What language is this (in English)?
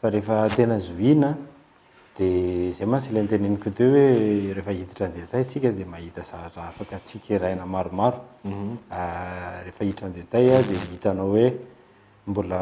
Malagasy